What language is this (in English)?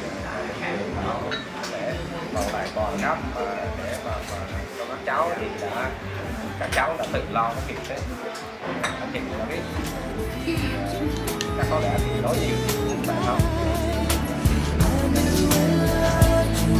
Vietnamese